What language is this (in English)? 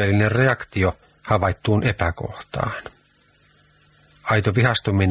Finnish